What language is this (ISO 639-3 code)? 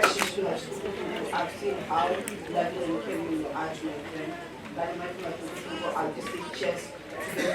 ven